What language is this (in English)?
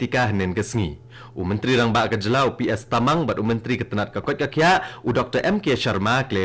Khasi